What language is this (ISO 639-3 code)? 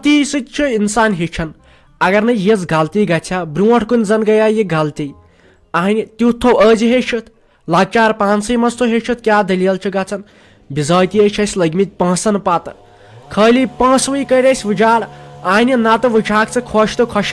kas